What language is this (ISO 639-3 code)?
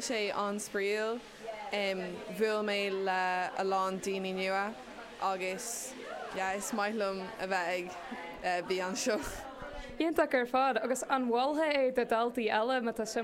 gle